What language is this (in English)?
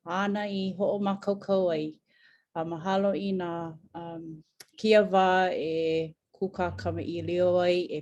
Hawaiian